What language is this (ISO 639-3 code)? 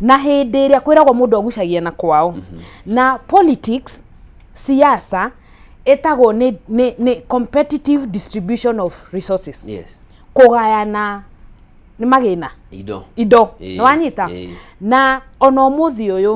kik